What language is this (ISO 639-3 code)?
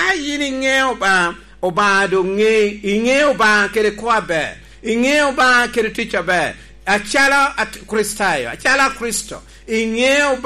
laj